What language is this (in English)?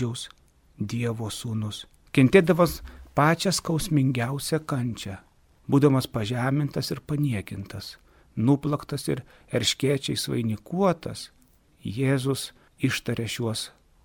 Lithuanian